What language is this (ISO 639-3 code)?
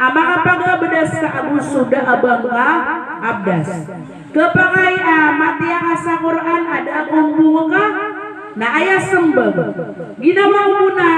mrw